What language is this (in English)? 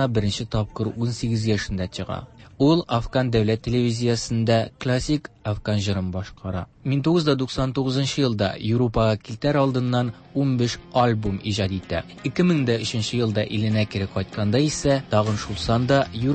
Tatar